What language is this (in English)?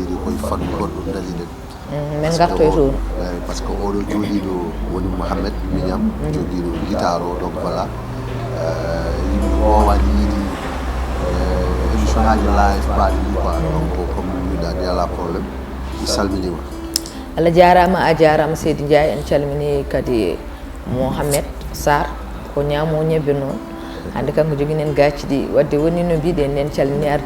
Fula